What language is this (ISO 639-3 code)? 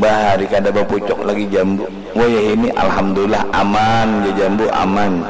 bjn